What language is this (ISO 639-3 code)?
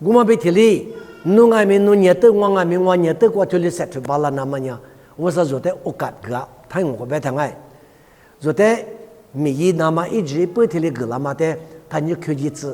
lis